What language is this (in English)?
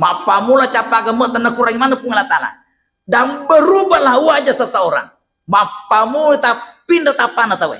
Buginese